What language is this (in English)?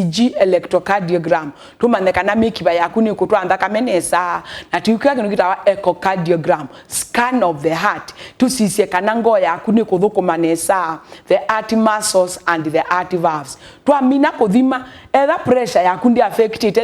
Kamba